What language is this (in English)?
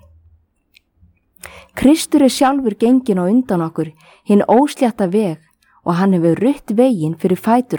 Icelandic